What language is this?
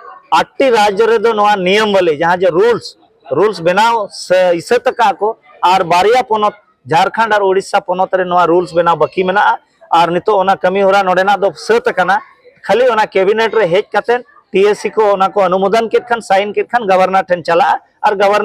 Santali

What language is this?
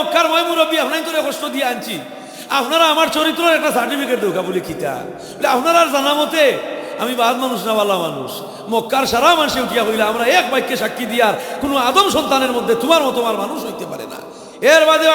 Sylheti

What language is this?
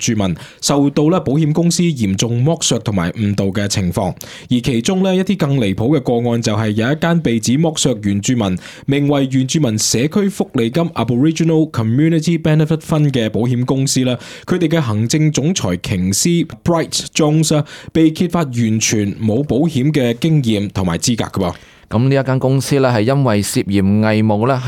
Cantonese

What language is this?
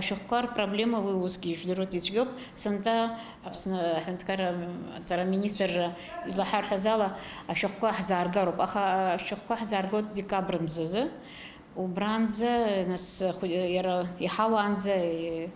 Abkhazian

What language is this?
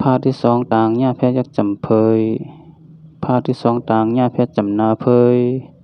Shan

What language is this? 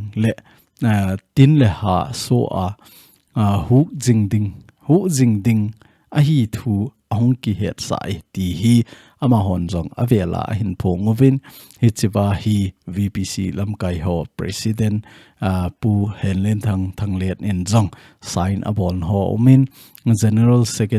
Thado Chin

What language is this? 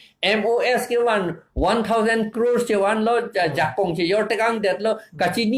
Karbi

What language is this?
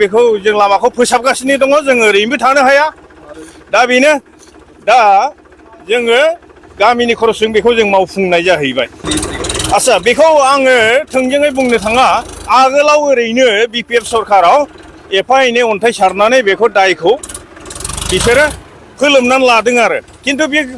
Bodo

